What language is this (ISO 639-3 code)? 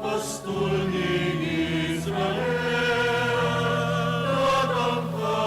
pam